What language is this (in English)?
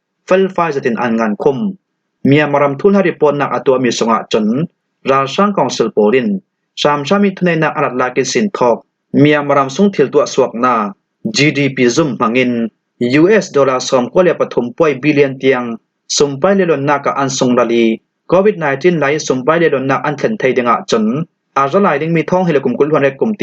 Falam Chin